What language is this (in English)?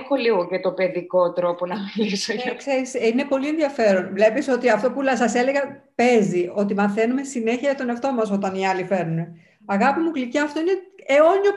Greek